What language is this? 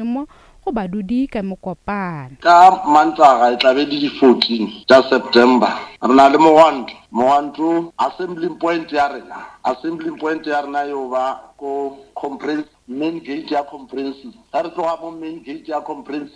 Northern Sotho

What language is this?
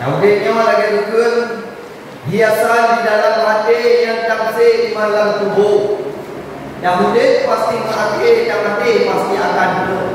Achinese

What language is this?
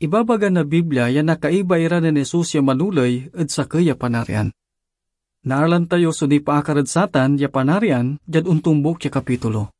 Pangasinan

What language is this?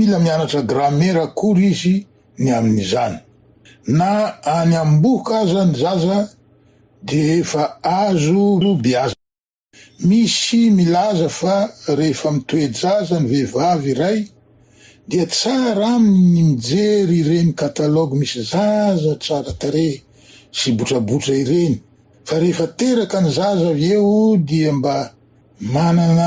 Malagasy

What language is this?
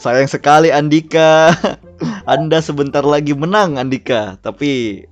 Banjar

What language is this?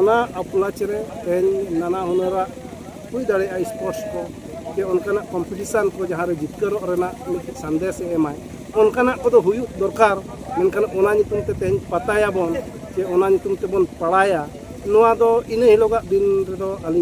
Santali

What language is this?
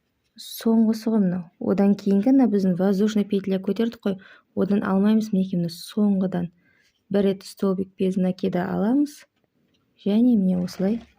Kazakh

